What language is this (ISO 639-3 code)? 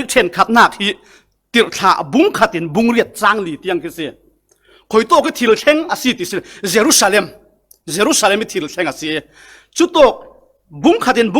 cfm